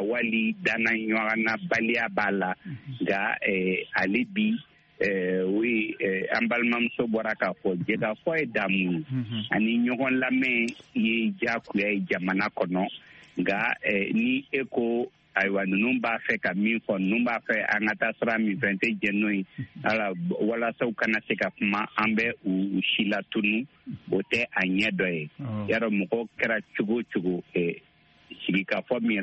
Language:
Bambara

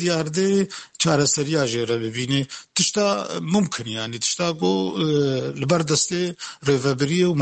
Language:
Kurdish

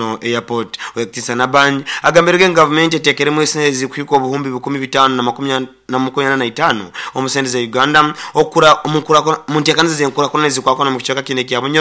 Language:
Nyoro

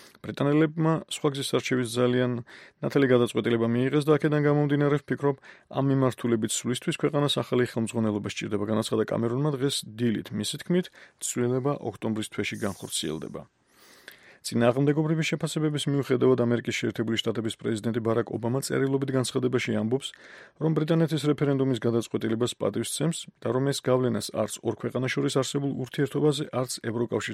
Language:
Georgian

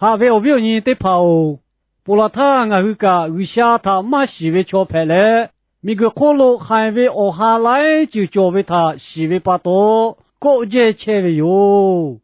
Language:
Lahu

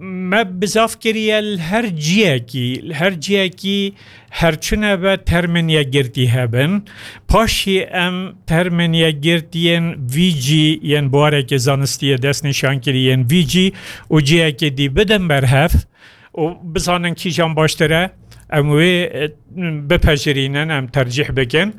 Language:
Kurdish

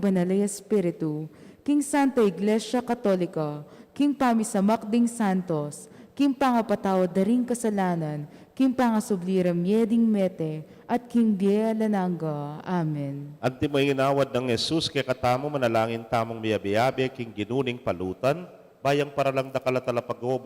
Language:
Pampanga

